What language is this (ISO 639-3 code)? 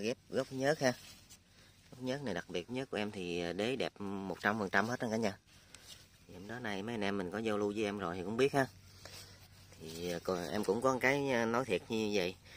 vie